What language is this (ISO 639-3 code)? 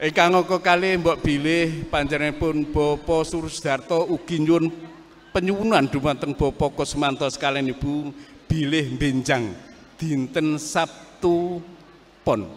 jav